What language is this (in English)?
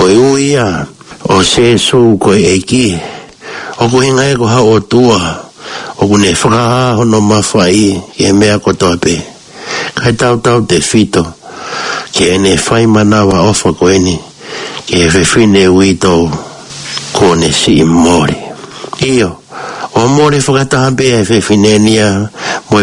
Tongan